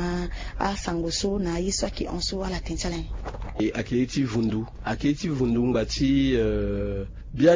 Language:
Sango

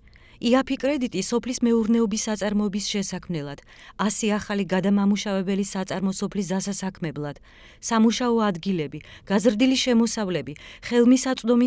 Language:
Georgian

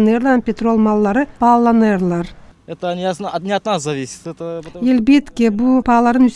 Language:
Gagauz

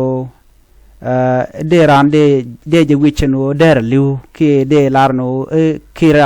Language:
Nuer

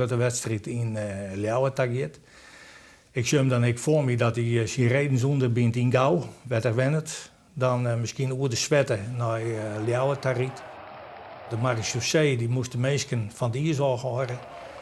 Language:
Western Frisian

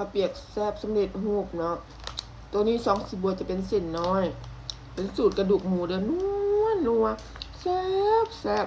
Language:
Lao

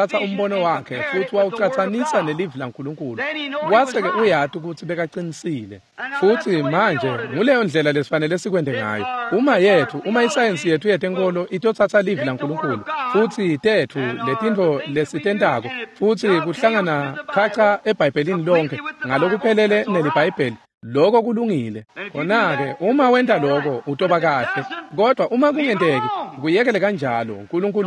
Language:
Swati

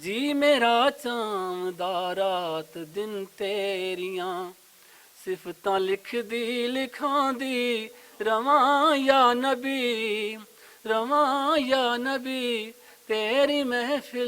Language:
Western Panjabi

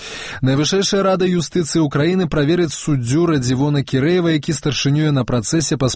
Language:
Belarusian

